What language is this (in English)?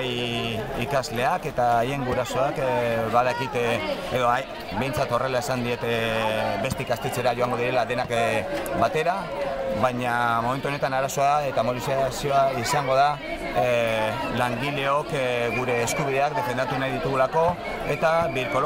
Basque